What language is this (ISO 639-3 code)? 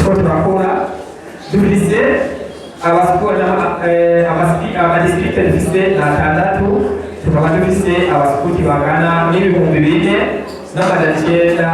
run